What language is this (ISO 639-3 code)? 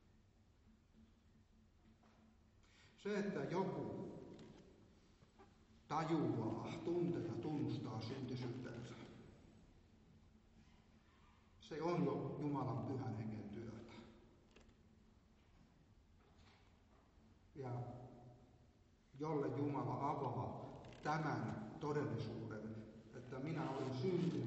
fin